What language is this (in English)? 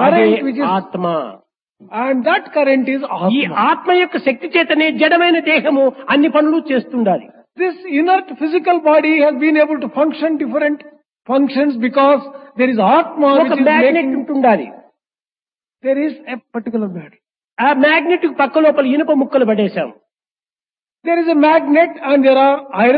Telugu